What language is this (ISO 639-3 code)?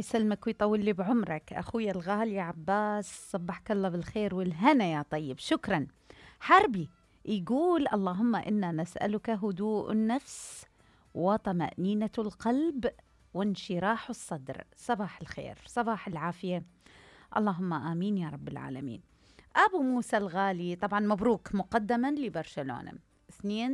acm